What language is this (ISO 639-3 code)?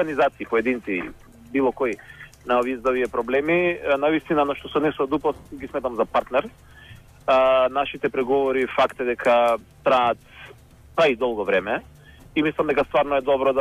mkd